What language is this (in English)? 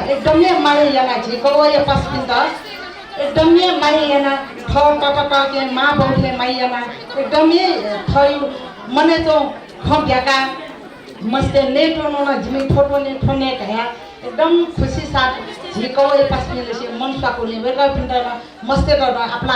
Newari